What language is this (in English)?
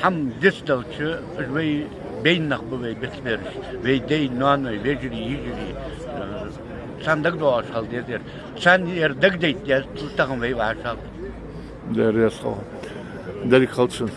Ingush